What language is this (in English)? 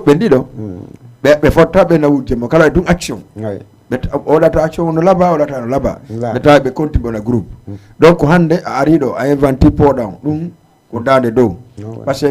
Fula